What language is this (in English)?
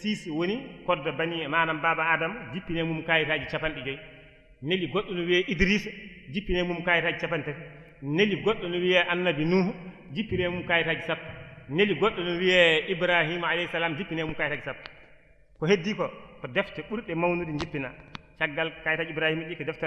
Fula